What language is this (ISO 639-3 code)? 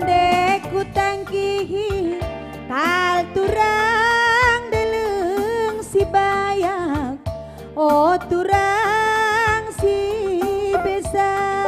btx